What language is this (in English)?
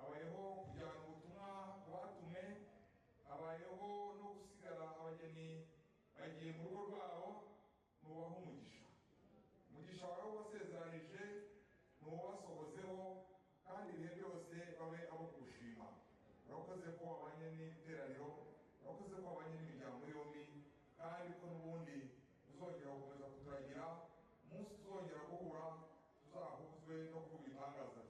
Kinyarwanda